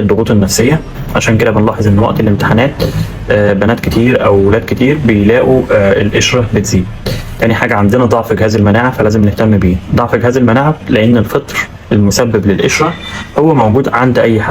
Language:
Egyptian Arabic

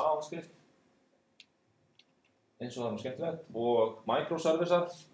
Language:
Icelandic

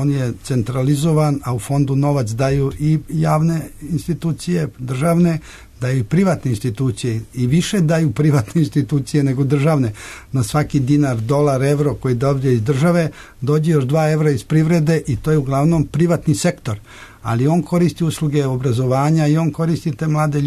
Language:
Serbian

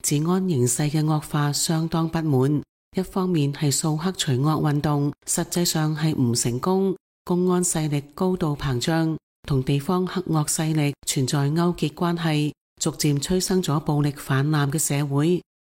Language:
Cantonese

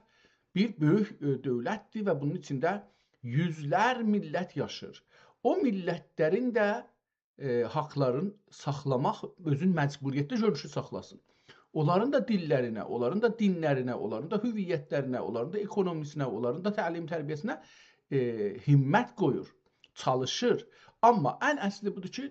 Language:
South Azerbaijani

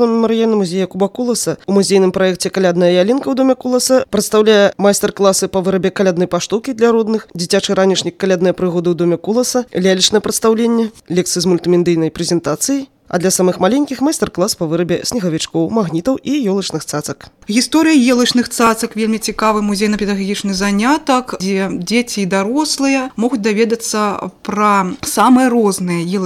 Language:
Belarusian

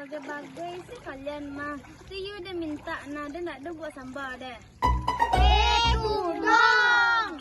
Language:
Minangkabau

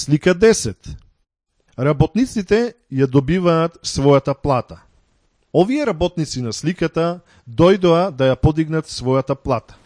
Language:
Macedonian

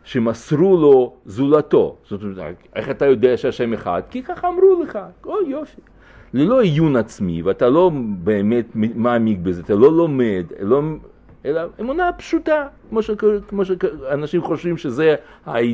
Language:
Hebrew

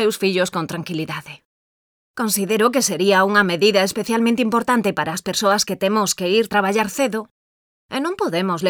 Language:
Galician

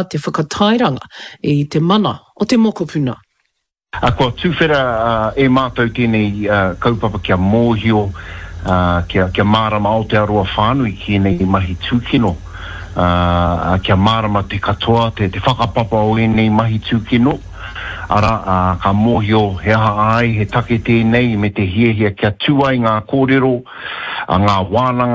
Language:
Māori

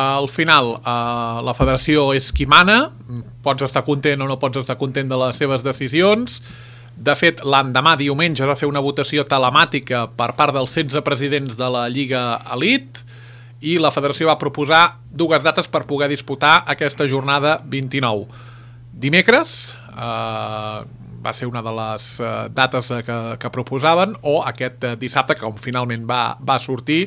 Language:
Catalan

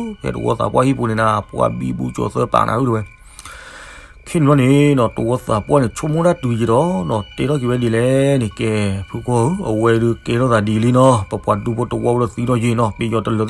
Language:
S'gaw Karen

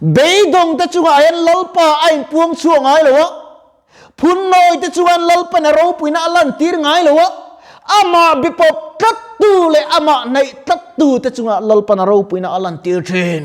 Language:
Mizo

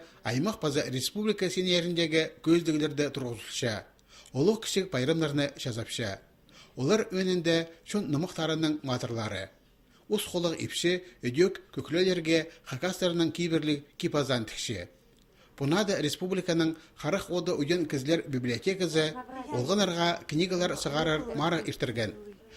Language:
Khakas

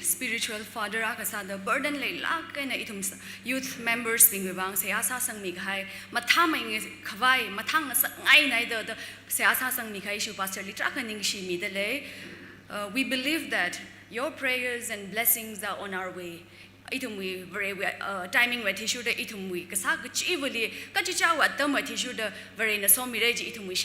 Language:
Tangkhul Naga (India)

